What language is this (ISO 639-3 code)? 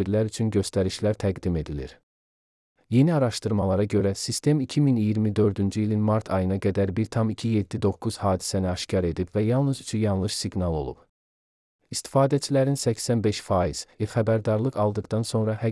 aze